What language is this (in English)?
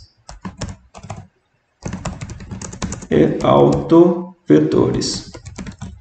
Portuguese